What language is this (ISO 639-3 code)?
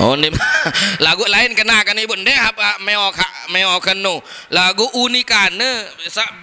sas